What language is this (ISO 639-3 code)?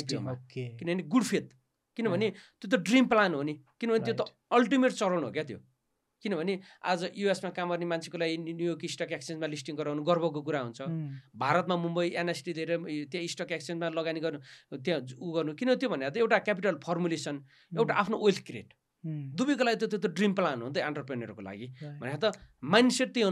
nep